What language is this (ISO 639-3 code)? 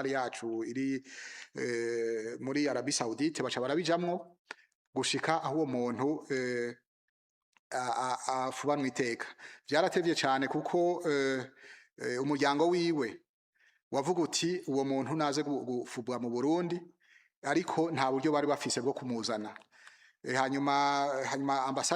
run